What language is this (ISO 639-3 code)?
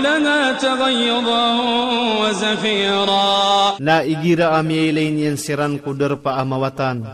mrw